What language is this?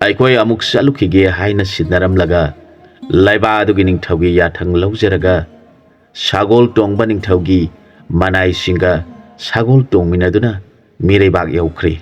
Manipuri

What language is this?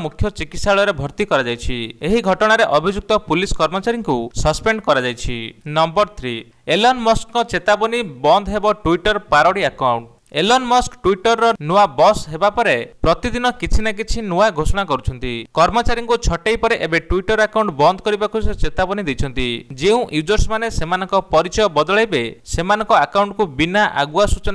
Odia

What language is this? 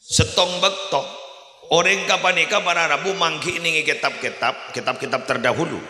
Madurese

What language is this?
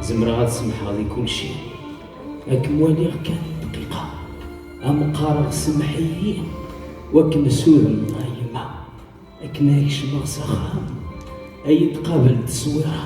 Kabyle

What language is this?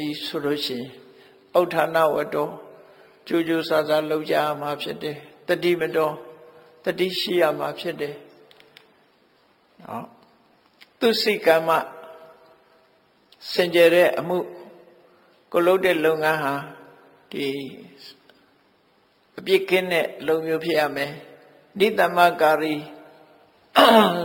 Burmese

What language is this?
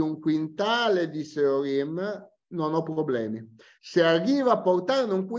Italian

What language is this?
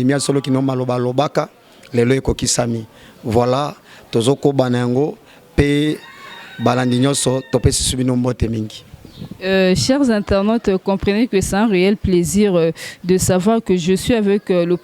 Lingala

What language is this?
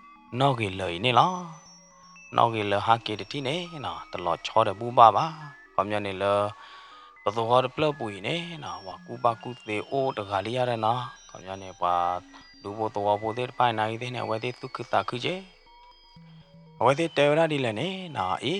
S'gaw Karen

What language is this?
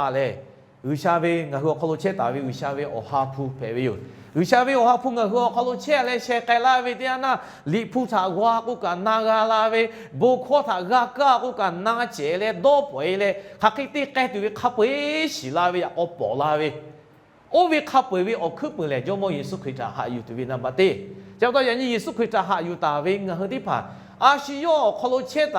Lahu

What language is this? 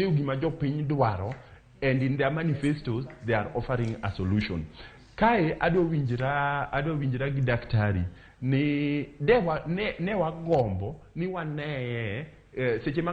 Luo (Kenya and Tanzania)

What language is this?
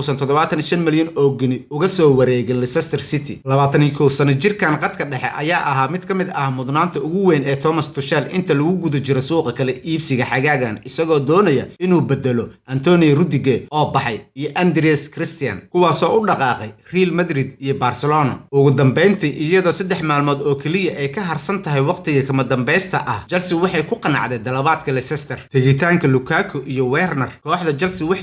Somali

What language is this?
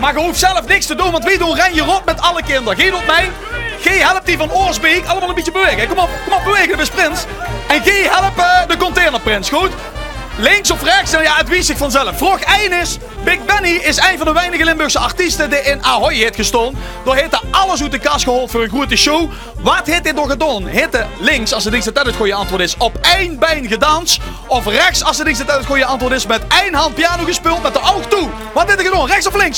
Limburgish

